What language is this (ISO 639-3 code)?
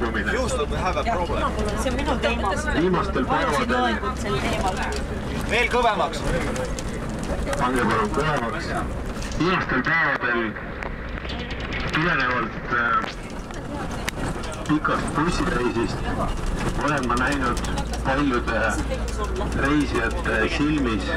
est